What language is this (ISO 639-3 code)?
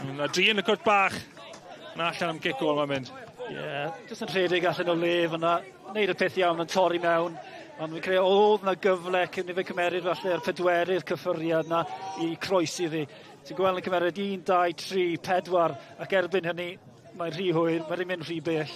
cym